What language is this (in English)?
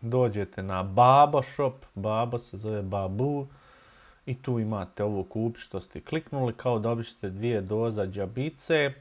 Bosnian